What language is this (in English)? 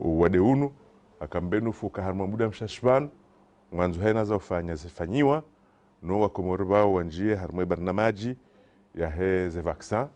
Ngazidja Comorian